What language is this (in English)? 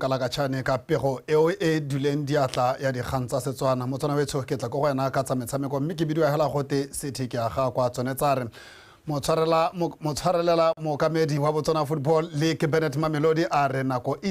Tswana